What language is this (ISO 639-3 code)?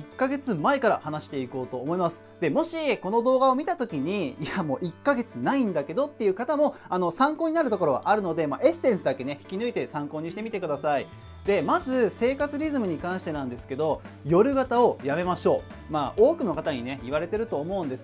jpn